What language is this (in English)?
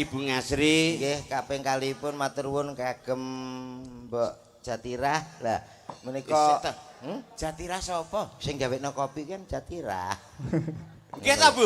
Javanese